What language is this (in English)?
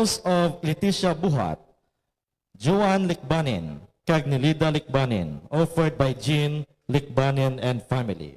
Hiligaynon